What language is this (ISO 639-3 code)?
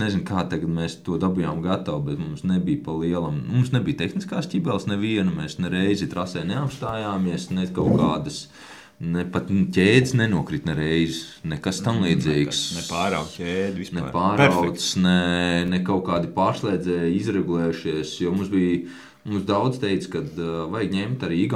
lav